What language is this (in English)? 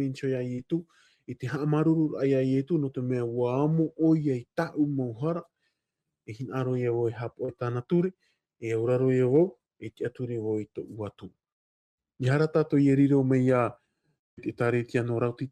Tahitian